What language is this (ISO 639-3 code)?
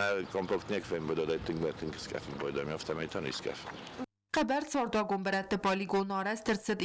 oss